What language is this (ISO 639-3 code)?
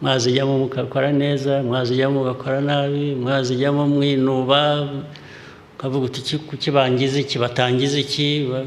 kin